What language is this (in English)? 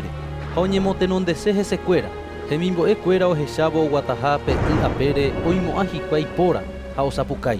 Guarani